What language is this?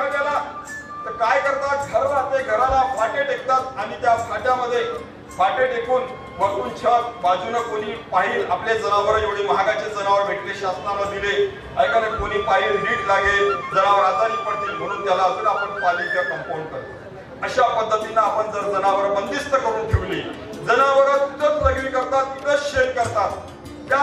Marathi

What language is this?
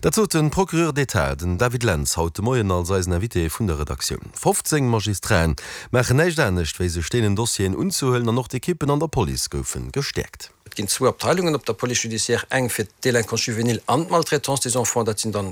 Luxembourgish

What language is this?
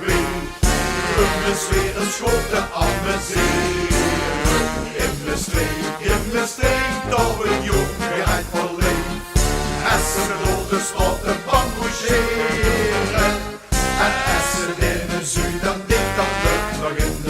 Limburgish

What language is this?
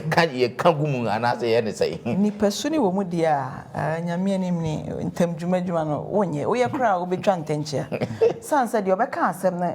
Akan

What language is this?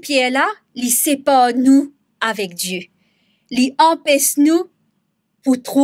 Morisyen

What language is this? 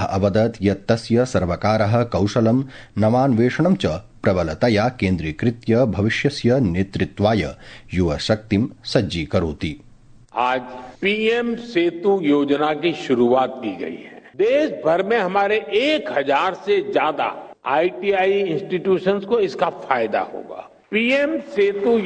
Sanskrit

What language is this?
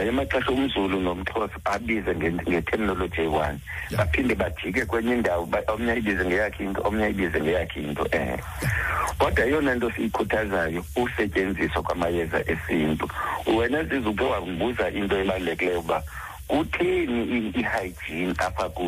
Xhosa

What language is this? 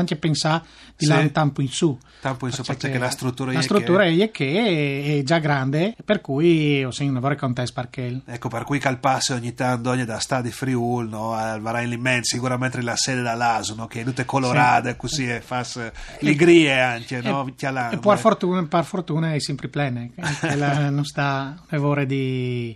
Friulian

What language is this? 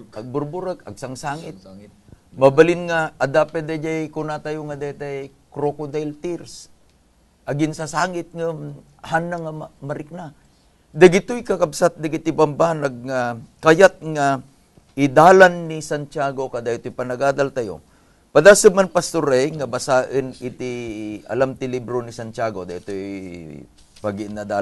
Iloko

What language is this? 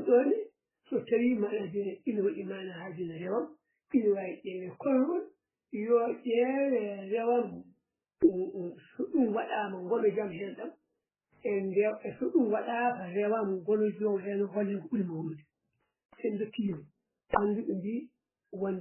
Fula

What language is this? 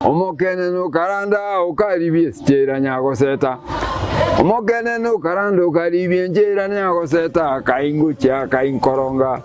Gusii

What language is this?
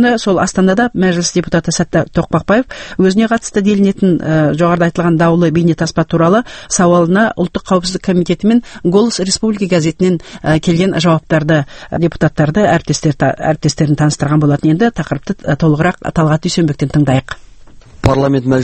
Kazakh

